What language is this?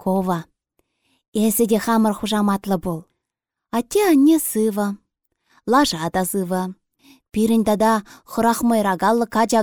Chuvash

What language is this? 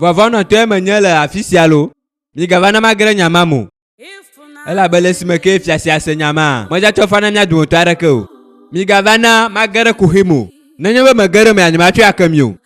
Ewe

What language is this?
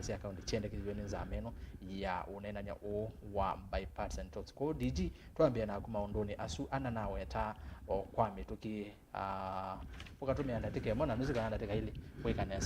Kamba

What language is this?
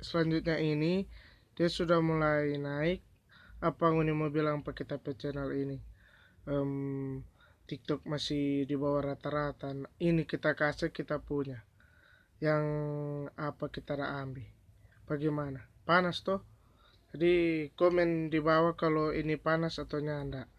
Manado Malay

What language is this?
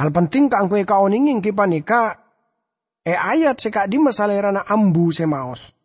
Madurese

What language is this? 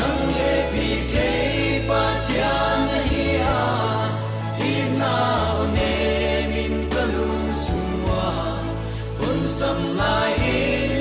Tedim Chin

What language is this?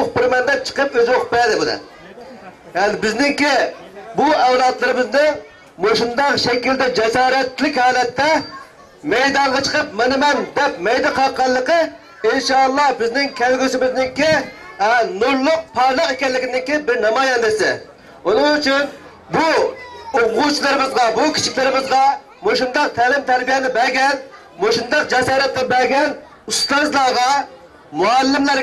Uyghur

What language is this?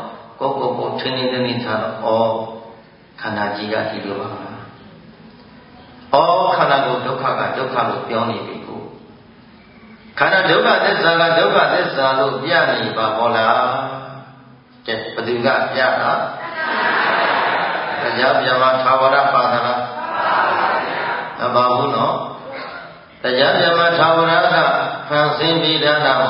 Burmese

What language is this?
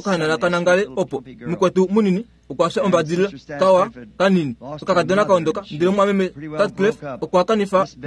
Kuanyama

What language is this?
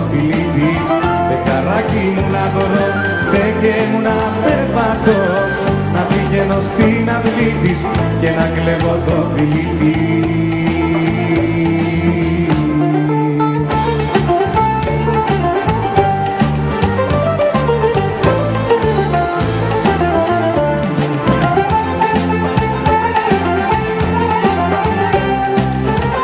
Greek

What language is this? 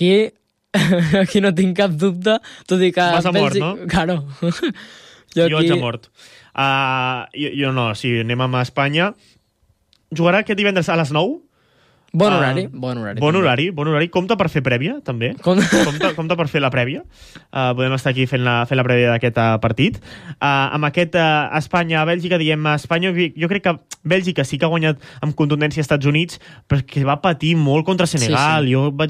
Catalan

